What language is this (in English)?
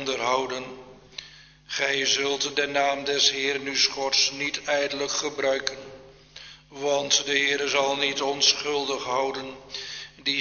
Dutch